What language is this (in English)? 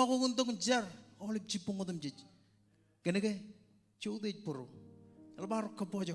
Marshallese